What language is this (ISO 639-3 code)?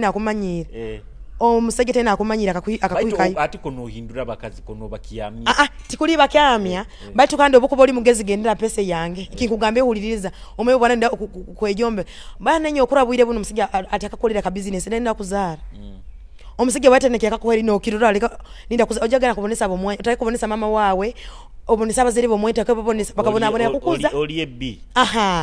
nyo